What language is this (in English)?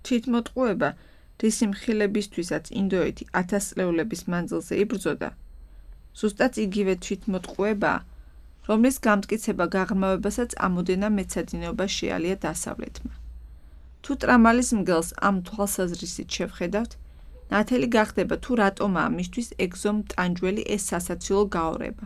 Georgian